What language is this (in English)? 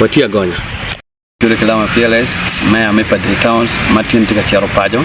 Acoli